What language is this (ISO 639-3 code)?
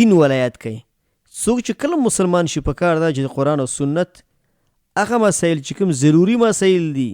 pus